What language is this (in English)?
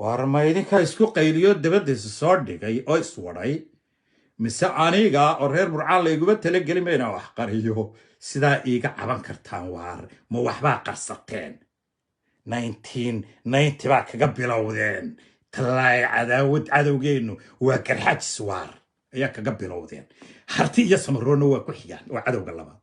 Somali